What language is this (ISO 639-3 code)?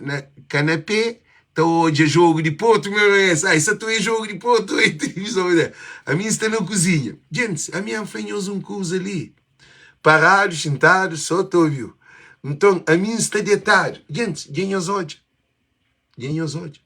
kea